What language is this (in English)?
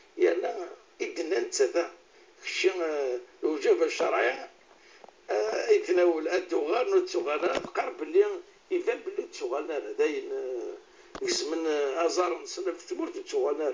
Kabyle